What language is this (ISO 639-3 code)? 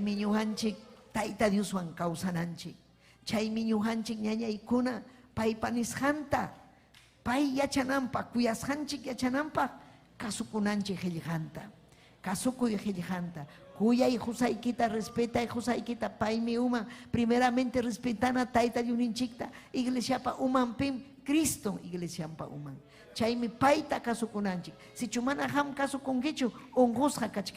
quy